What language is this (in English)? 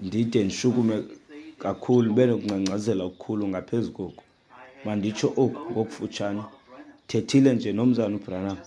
Xhosa